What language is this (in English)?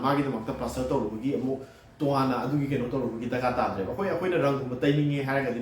Manipuri